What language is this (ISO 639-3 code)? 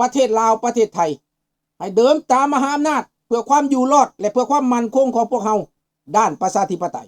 lao